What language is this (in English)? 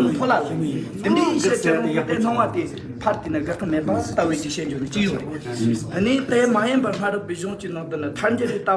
Tibetan